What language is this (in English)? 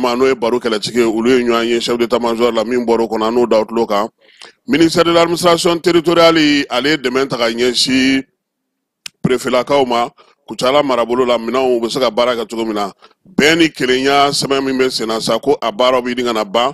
Bambara